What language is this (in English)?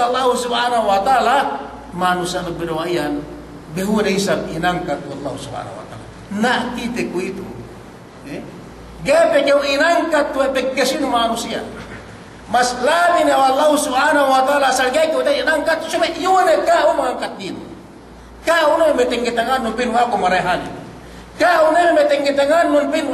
Yakan